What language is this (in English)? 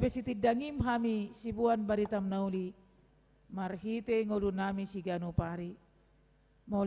Batak Toba